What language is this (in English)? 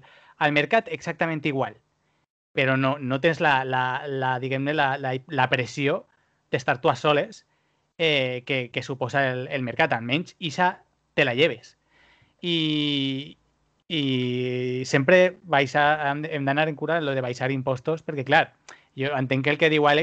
Catalan